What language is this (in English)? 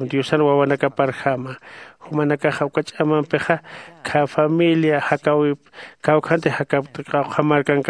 Aymara